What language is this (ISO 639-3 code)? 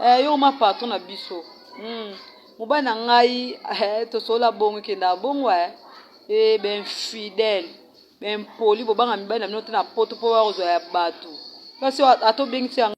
lin